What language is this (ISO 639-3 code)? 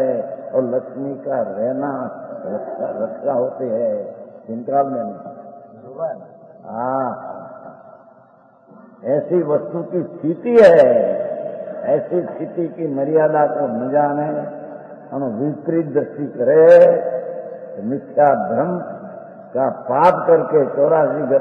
hin